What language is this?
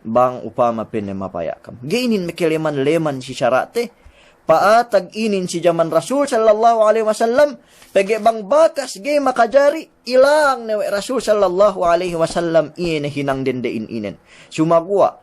Yakan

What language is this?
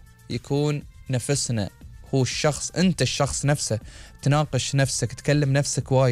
Gulf Arabic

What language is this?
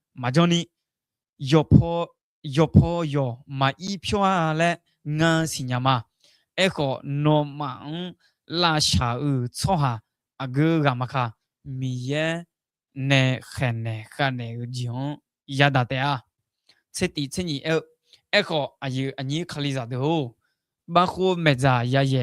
Akha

